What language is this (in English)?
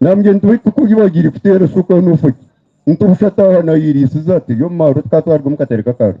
Nyankole